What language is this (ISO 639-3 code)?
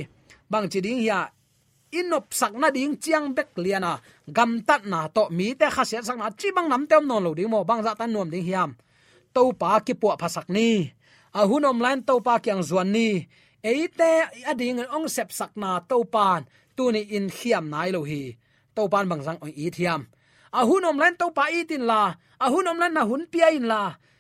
ctd